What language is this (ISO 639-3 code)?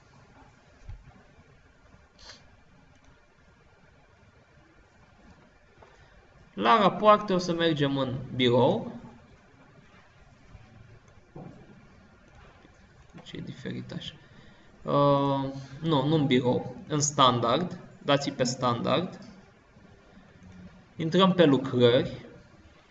ron